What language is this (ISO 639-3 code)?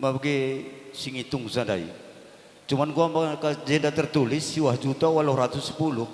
btx